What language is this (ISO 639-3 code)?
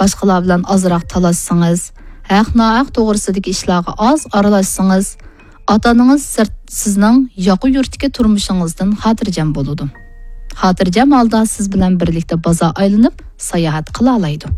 uig